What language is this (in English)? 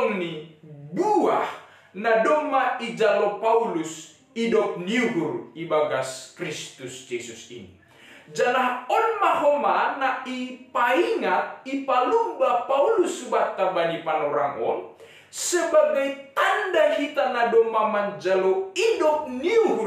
Batak Simalungun